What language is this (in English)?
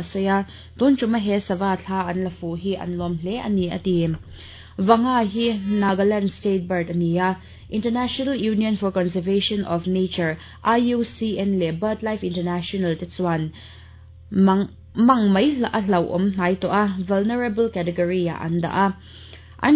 Mizo